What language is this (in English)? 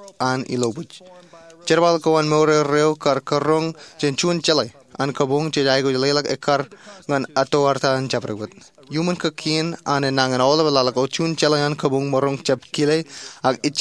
Marshallese